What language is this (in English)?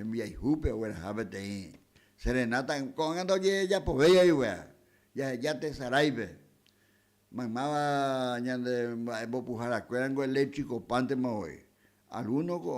Guarani